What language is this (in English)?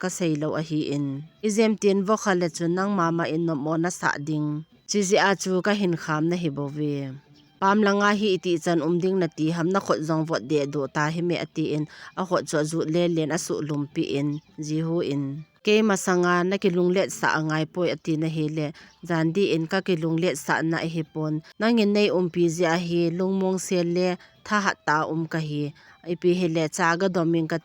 Thado Chin